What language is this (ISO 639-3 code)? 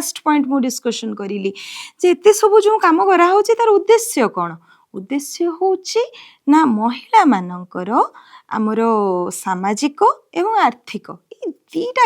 ori